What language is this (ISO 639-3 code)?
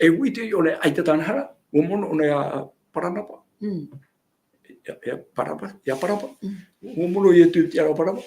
tah